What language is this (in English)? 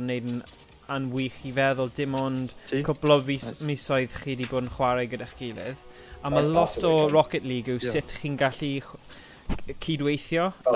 Welsh